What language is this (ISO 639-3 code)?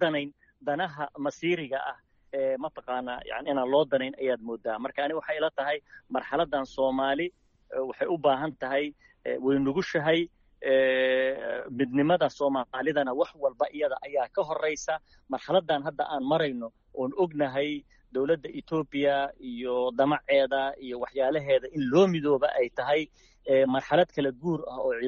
som